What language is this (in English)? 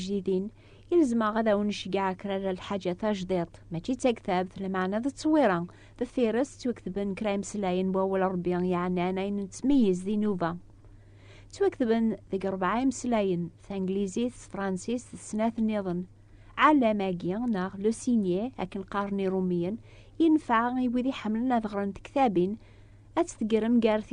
Kabyle